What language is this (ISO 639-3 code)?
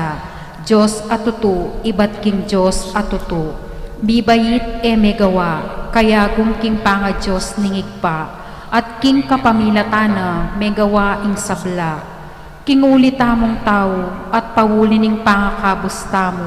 pam